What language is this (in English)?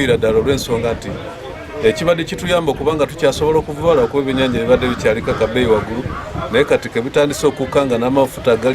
Ganda